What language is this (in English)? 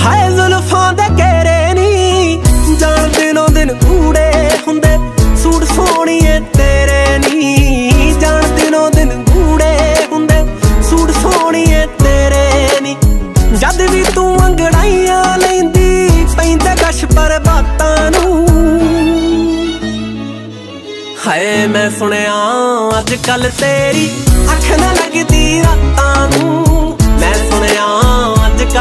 Punjabi